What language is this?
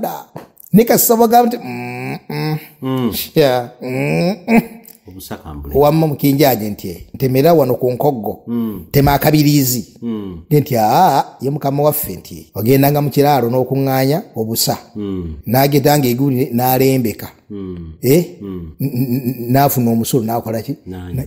Ganda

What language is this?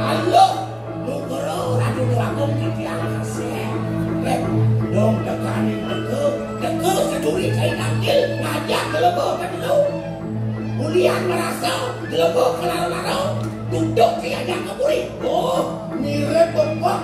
Balinese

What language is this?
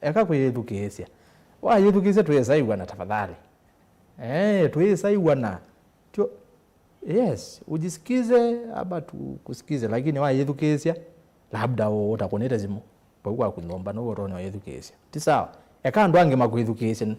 Kamba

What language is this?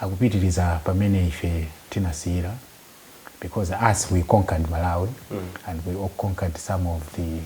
Nyanja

